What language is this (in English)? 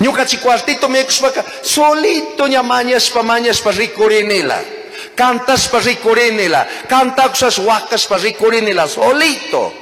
Chimborazo Highland Quichua